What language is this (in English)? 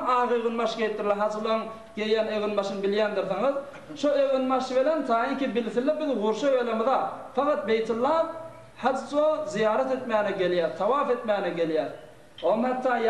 Turkmen